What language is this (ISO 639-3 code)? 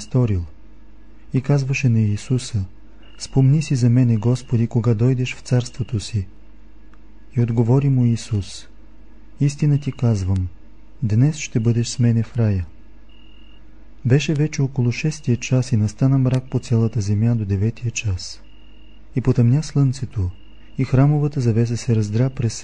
bul